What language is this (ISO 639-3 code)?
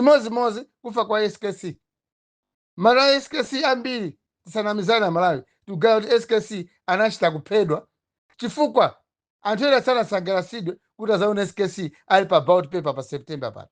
nya